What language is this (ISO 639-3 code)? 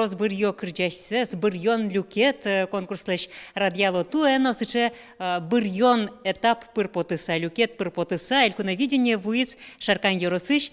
udm